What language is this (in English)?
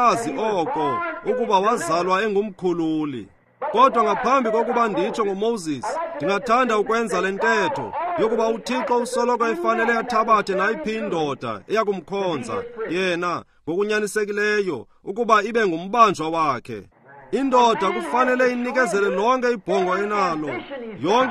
Xhosa